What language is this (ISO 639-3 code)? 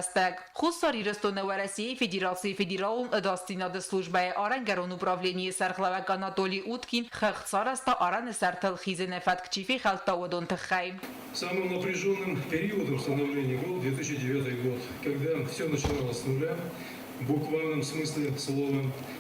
oss